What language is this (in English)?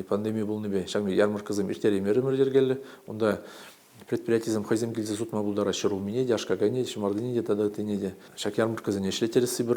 Chuvash